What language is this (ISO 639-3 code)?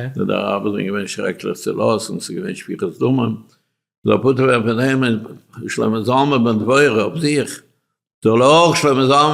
yid